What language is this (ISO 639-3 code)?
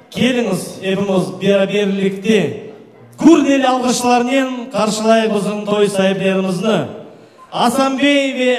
crh